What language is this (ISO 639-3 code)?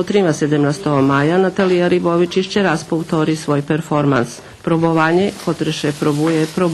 rue